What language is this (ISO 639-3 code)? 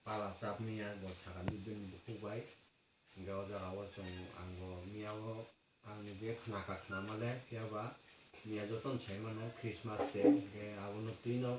trp